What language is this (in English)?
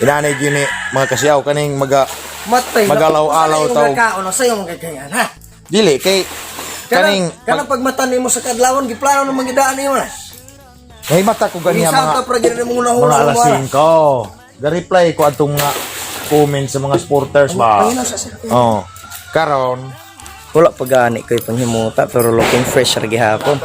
Cebuano